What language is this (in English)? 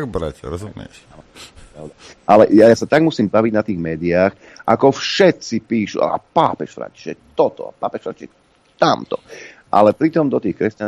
Slovak